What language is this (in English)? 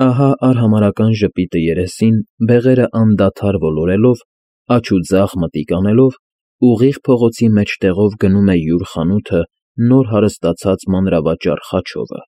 Armenian